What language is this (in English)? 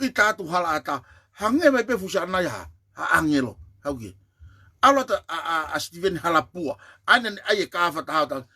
Tongan